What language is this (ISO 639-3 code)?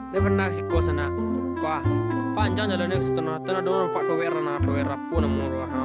min